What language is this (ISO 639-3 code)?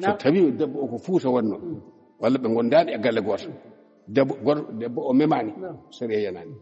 ful